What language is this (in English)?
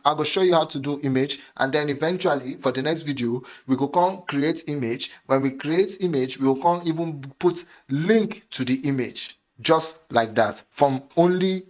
Nigerian Pidgin